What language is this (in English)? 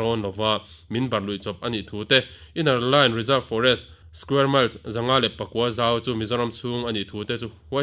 Mizo